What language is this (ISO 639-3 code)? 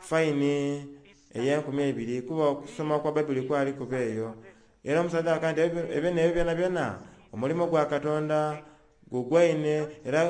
xog